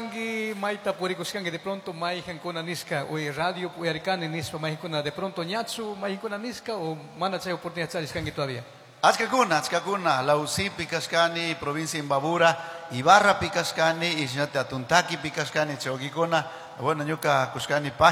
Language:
Chimborazo Highland Quichua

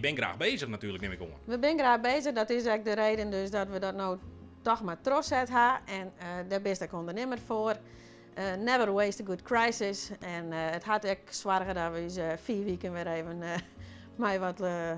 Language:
Western Frisian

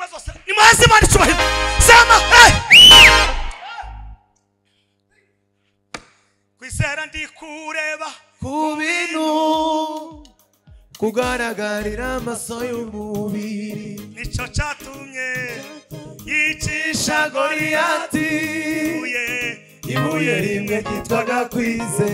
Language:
Kinyarwanda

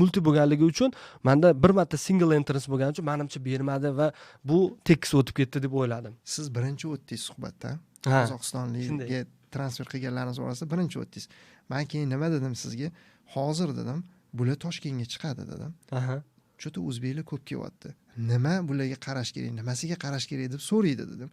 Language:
Uzbek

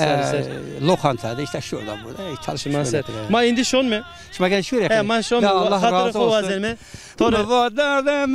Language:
Zaza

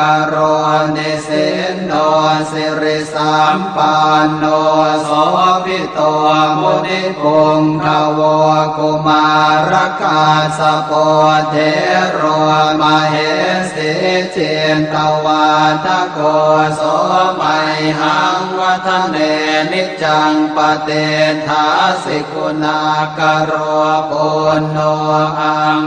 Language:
Pali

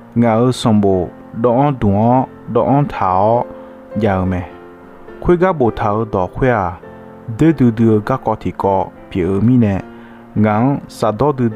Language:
Akha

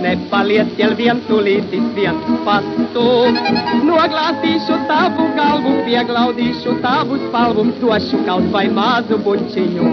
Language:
Latvian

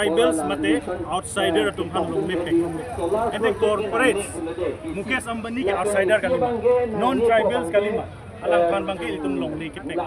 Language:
Karbi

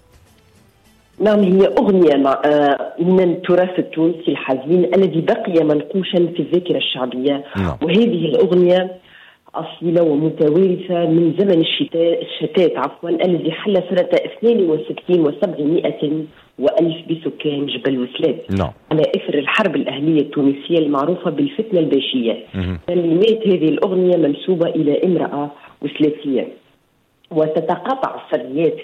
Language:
Tunisian Arabic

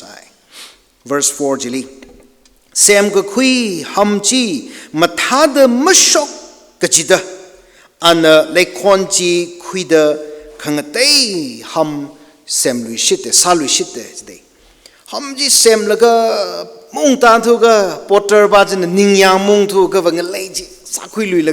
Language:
Tangkhul Naga (India)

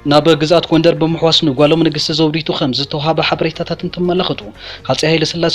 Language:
Tigrinya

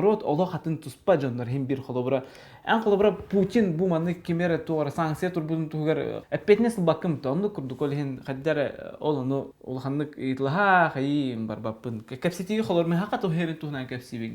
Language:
Yakut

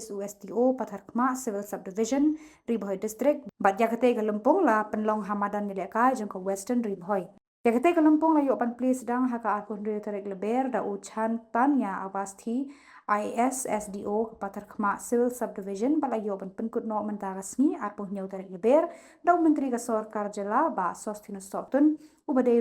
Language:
Khasi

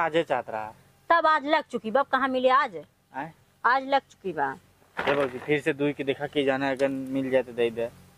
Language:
Awadhi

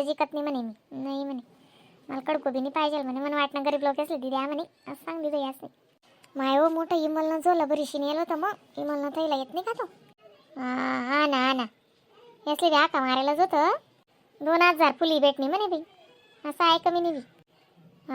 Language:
Khandesi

